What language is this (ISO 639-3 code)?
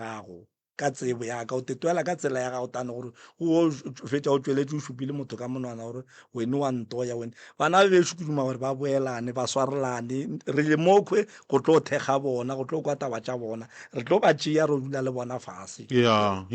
nso